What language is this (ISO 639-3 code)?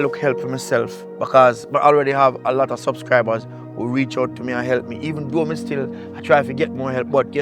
jam